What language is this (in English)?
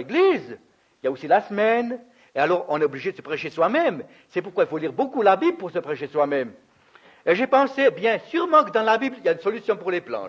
French